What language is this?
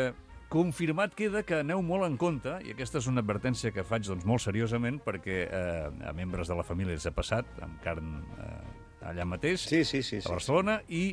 Catalan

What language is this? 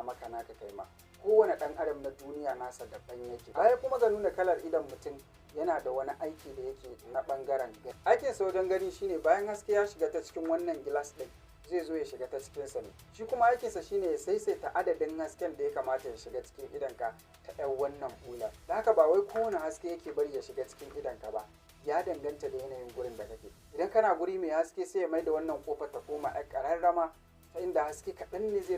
Hausa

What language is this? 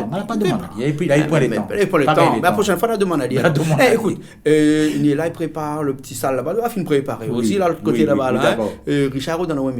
Réunion Creole French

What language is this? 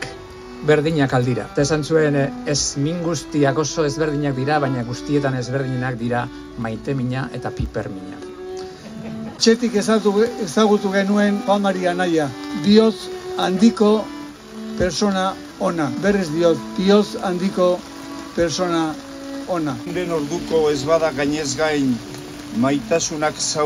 Basque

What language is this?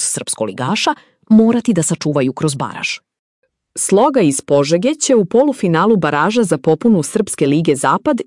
Serbian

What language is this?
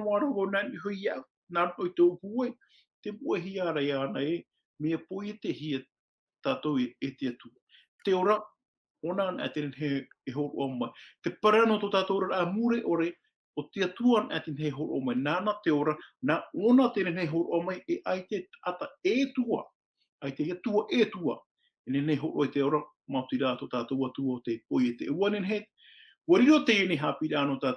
Tahitian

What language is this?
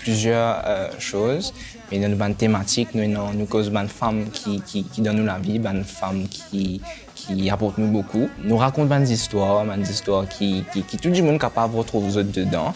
Morisyen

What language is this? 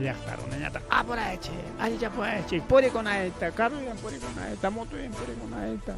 Ayacucho Quechua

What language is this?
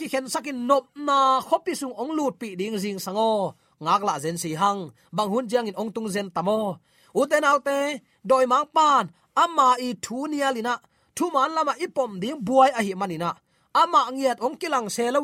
Tedim Chin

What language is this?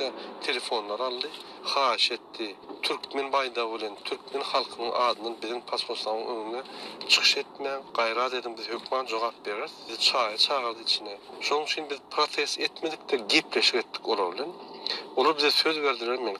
Turkmen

